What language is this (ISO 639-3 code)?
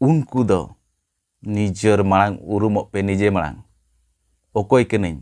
sat